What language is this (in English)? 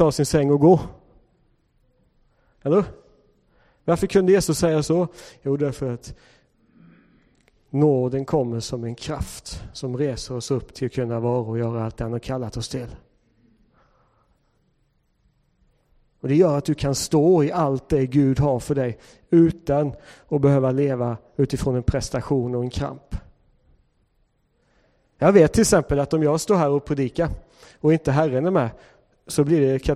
Swedish